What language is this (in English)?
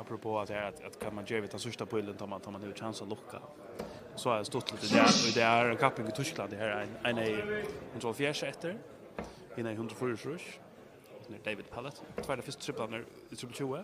Faroese